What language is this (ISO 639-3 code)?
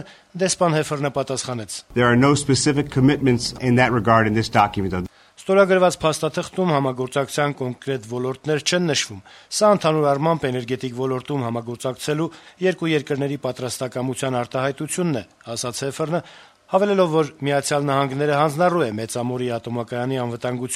hye